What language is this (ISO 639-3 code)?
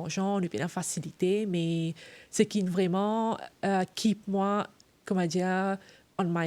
mfe